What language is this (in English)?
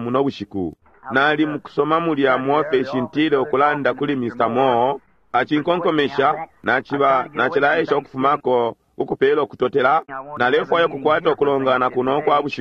Bemba